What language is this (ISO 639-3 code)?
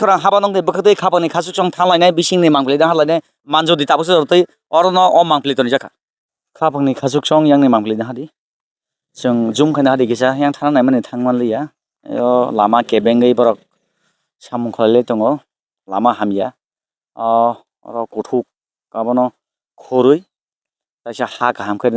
trp